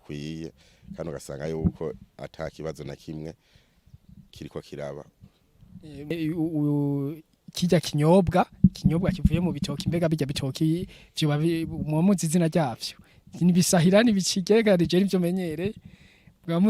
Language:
Rundi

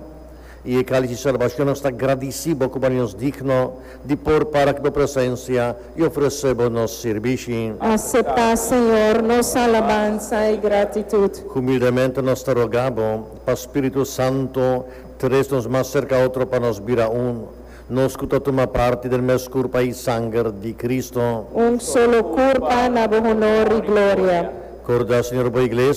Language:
Papiamento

